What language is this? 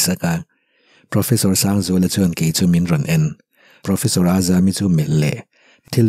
Mizo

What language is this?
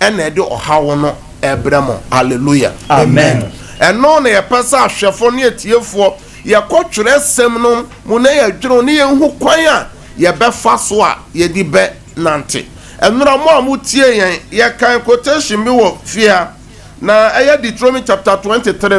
Akan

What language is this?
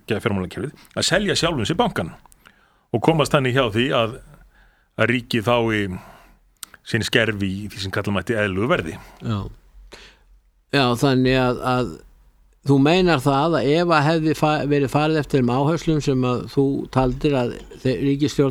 Icelandic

